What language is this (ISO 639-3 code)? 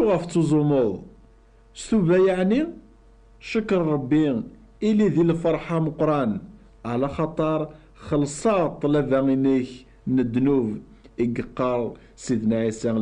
kab